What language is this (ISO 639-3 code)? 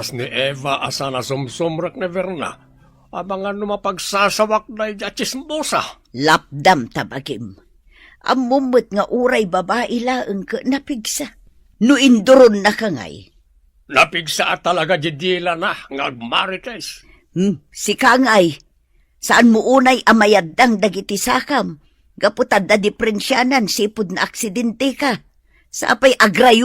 ilo